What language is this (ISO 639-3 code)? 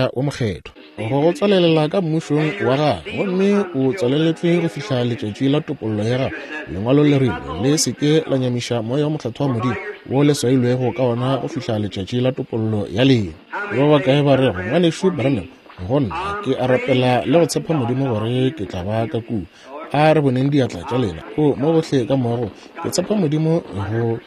nso